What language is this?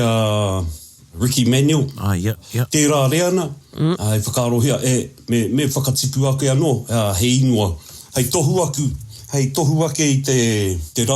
Māori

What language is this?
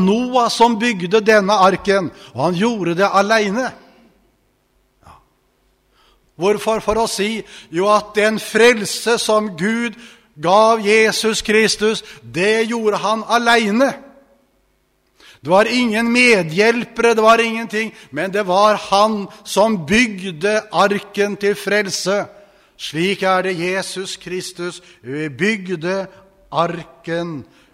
Norwegian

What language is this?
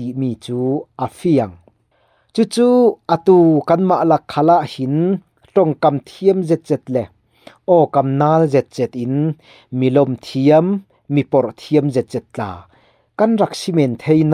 Falam Chin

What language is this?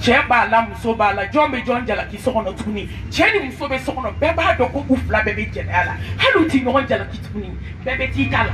Bambara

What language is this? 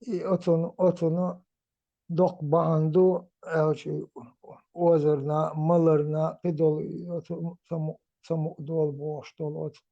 Chechen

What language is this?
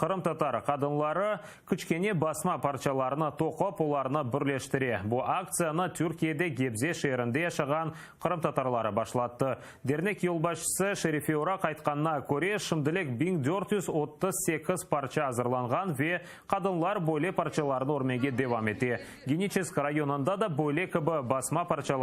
Crimean Tatar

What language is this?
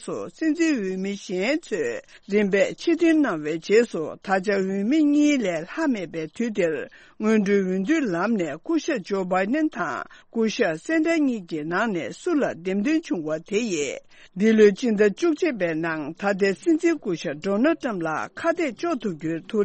Tibetan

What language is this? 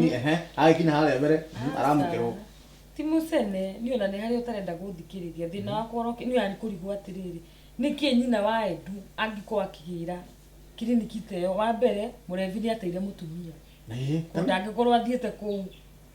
Kikuyu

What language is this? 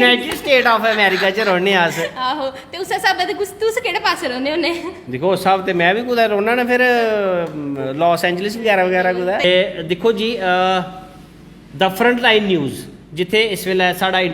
Dogri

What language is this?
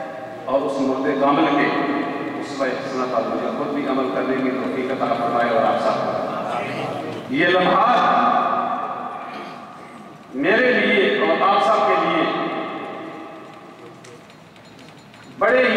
Urdu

